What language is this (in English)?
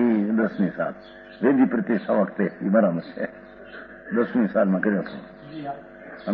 Gujarati